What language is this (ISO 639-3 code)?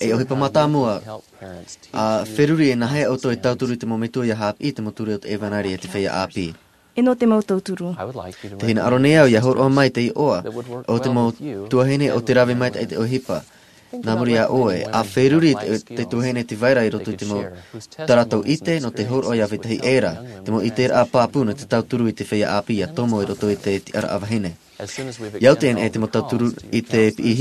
tah